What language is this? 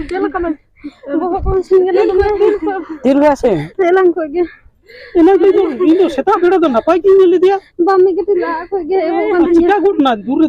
Santali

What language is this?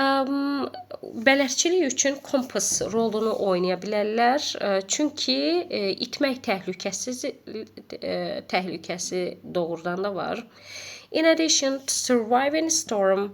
Azerbaijani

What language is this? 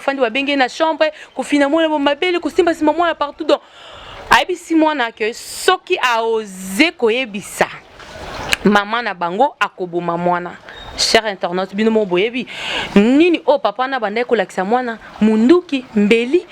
Lingala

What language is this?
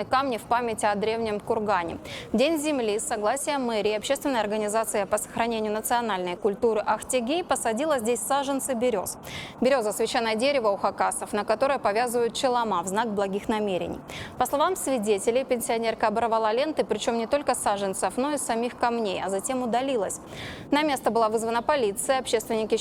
Khakas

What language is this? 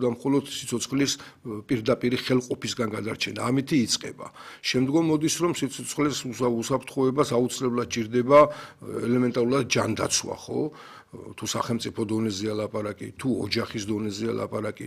Georgian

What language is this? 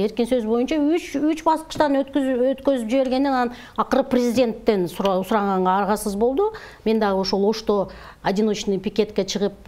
Kyrgyz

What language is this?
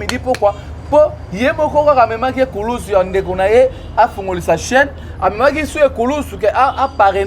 Lingala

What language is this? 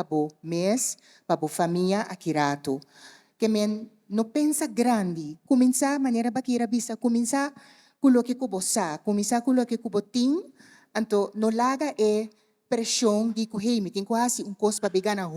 Papiamento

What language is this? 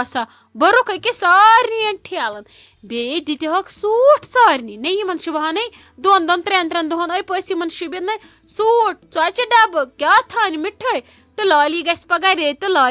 Kashmiri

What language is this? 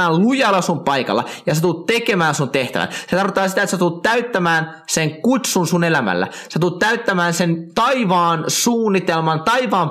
Finnish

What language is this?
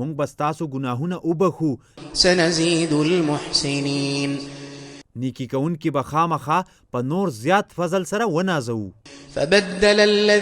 Pashto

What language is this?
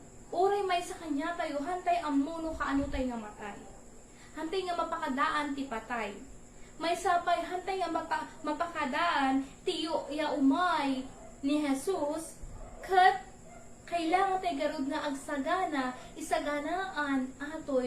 Iloko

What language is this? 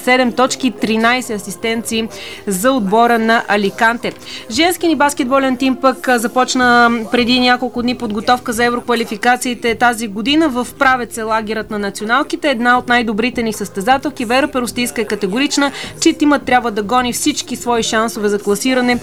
Bulgarian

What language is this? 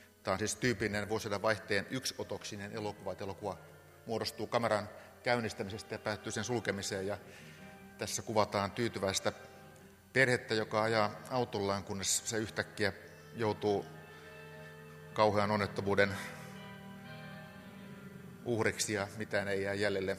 Finnish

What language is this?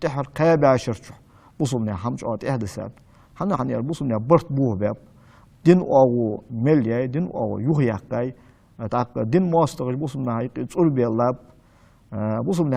Ingush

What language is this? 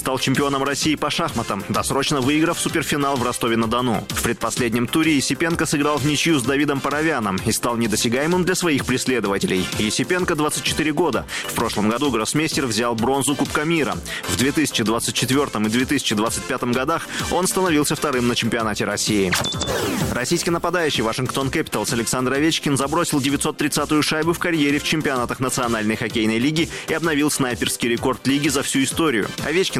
Russian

